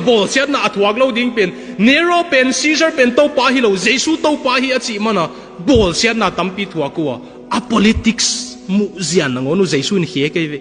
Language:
Tedim Chin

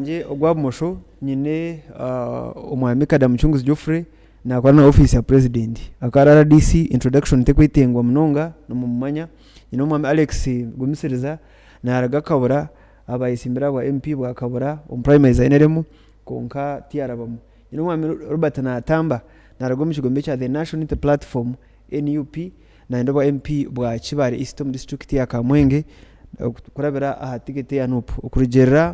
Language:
Nyankole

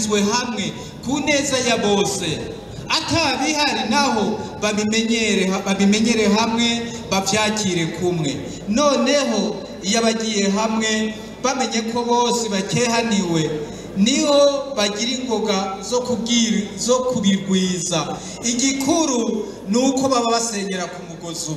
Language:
Rundi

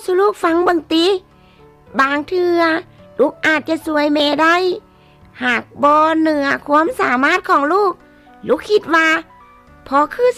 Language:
Lao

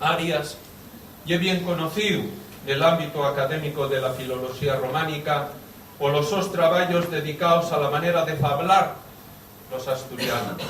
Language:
Asturian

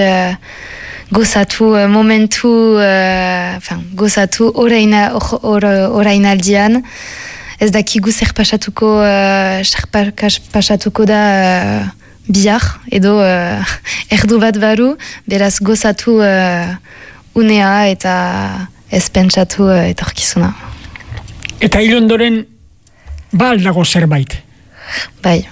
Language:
Basque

